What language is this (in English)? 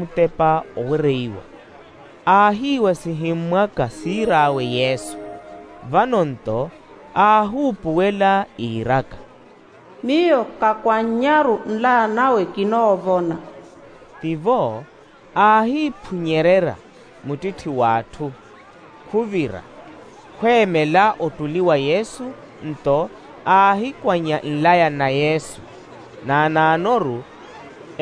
Makhuwa